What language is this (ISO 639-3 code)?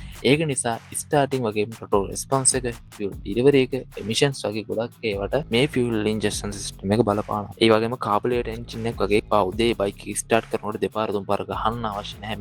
sin